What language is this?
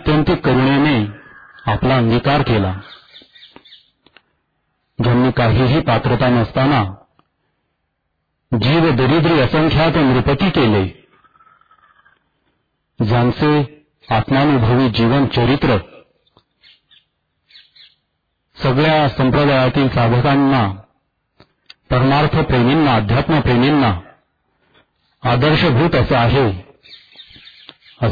Marathi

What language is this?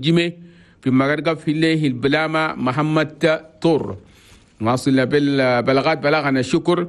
Chadian Arabic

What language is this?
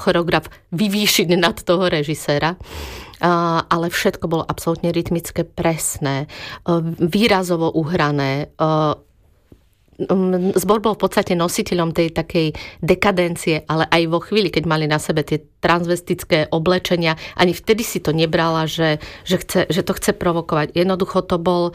Slovak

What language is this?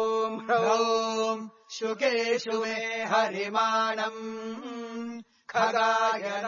Sanskrit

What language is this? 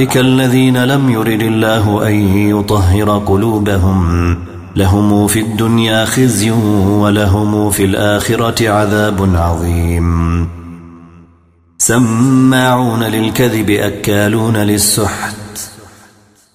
Arabic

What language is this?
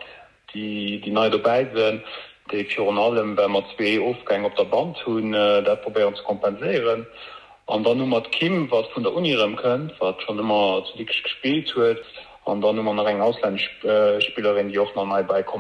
Luxembourgish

